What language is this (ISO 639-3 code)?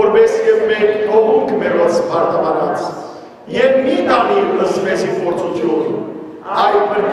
hyw